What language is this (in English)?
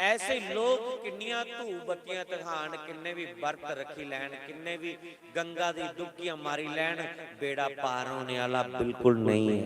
Dogri